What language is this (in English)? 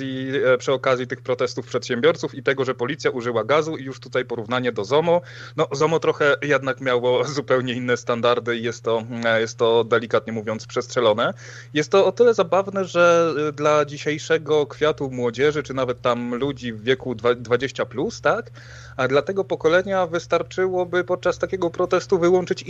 Polish